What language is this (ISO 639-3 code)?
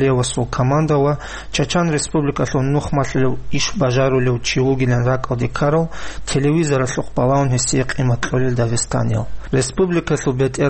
ava